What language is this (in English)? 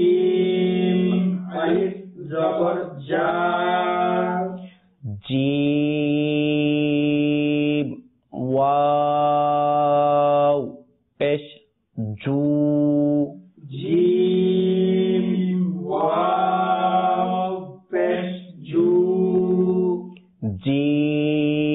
Bangla